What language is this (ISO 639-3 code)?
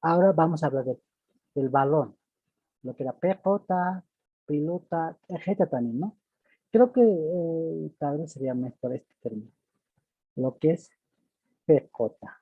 aym